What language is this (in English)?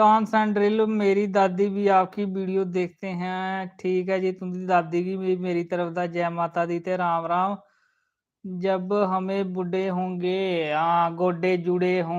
Dogri